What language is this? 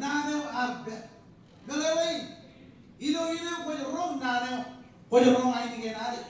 Marshallese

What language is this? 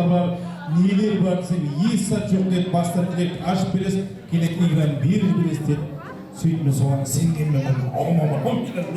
Kara-Kalpak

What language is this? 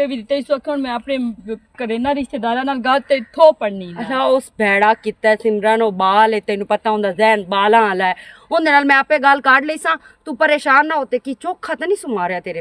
Western Panjabi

